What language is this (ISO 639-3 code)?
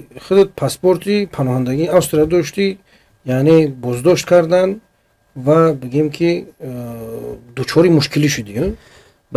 fas